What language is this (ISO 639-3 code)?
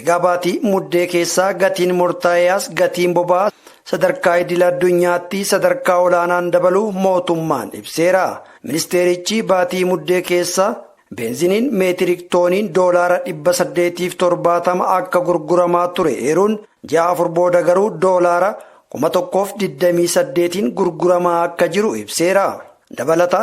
orm